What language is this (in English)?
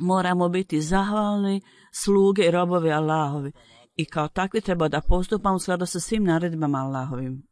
Bosnian